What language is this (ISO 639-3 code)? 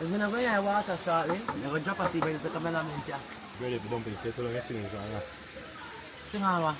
jam